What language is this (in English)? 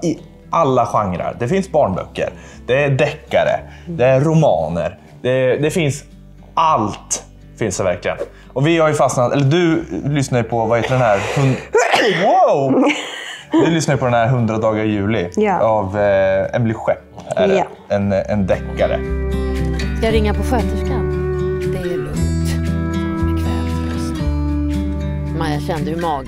Swedish